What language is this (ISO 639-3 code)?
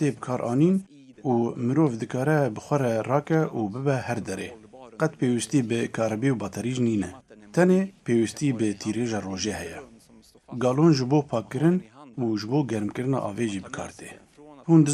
kur